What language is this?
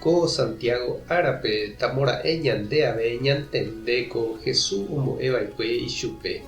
Guarani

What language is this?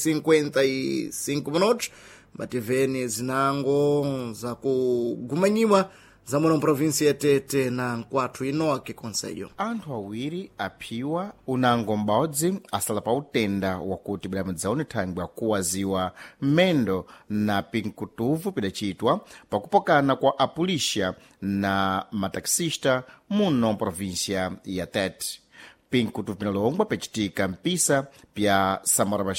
Sena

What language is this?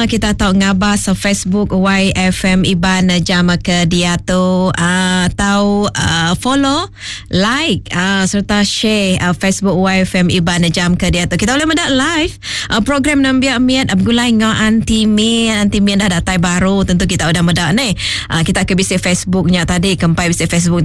Iban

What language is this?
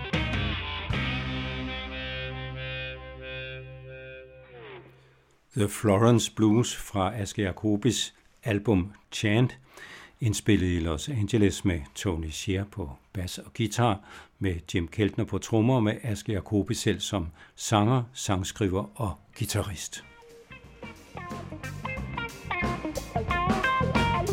Danish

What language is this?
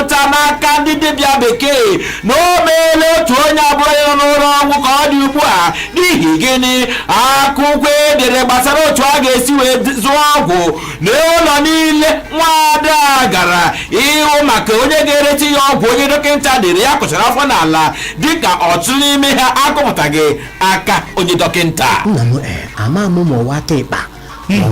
Igbo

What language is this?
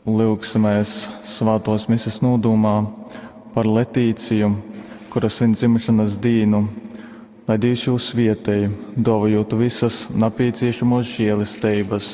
Latgalian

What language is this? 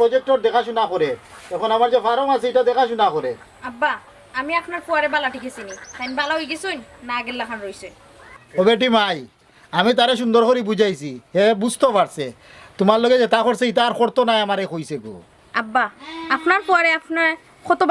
Sylheti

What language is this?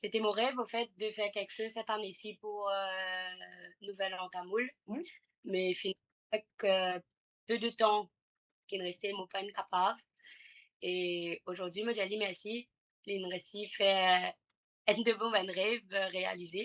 Morisyen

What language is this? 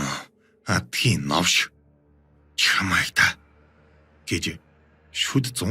Mongolian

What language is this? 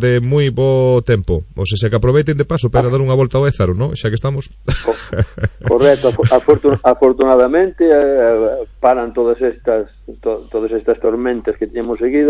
Galician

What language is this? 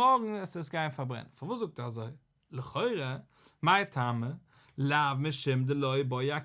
Yiddish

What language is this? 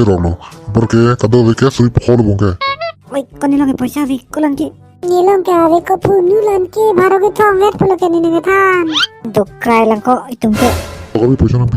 Karbi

